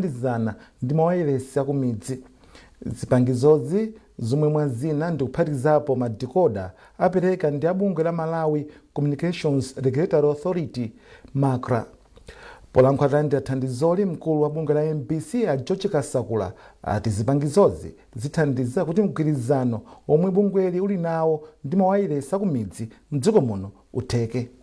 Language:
Nyanja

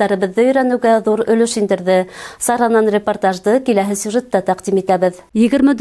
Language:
Bashkir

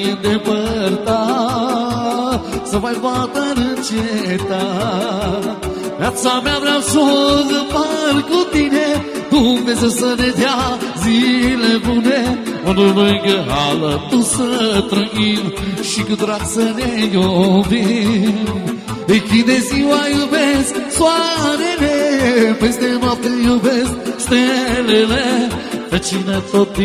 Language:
Romanian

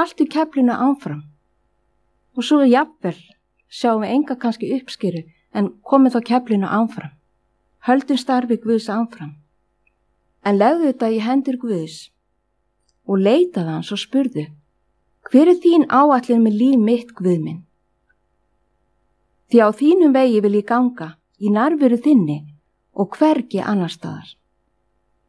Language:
Icelandic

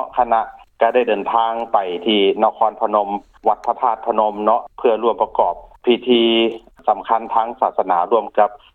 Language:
Lao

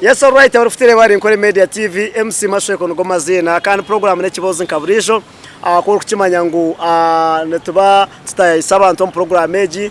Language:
Nyankole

